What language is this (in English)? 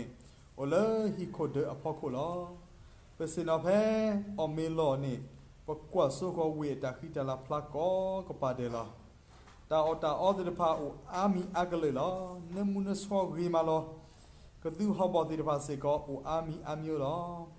S'gaw Karen